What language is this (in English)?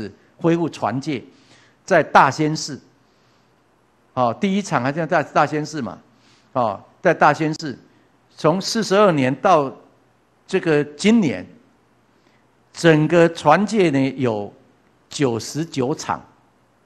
Chinese